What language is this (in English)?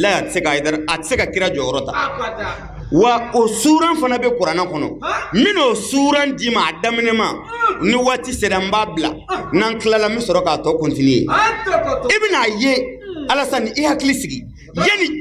Bambara